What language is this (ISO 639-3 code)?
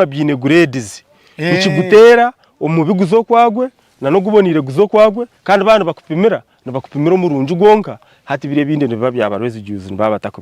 nyn